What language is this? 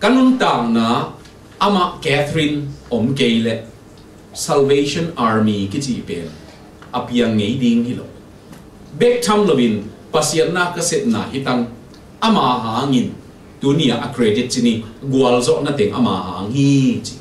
Tedim Chin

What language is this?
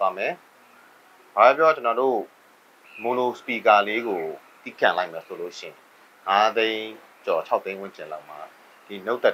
Burmese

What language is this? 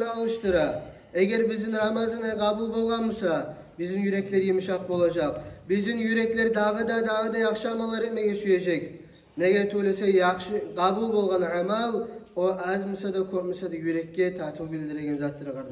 Kumyk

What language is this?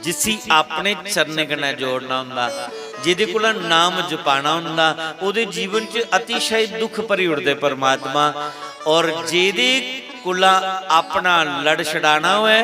Dogri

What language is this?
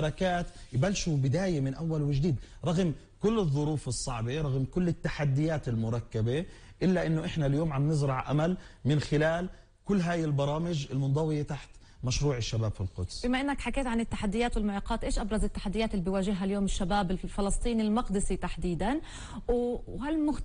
North Levantine Arabic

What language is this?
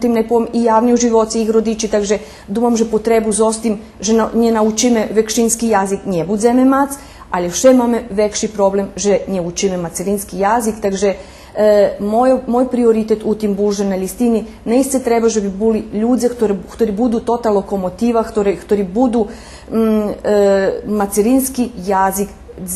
Rusyn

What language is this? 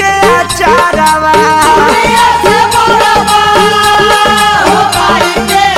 Bhojpuri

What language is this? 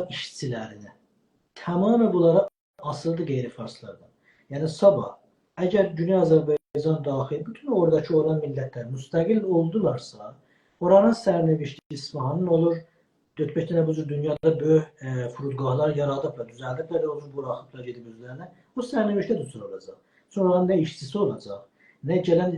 South Azerbaijani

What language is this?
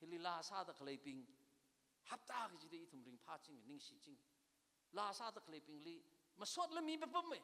Tangkhul Naga (India)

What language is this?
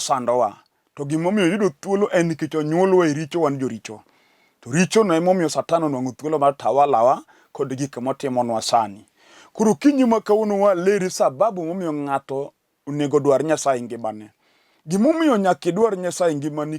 Luo (Kenya and Tanzania)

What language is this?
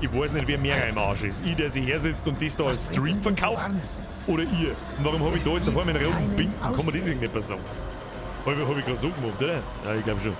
Bavarian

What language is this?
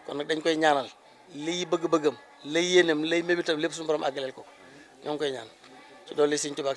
Wolof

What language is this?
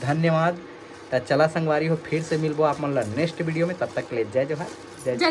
Chhattisgarhi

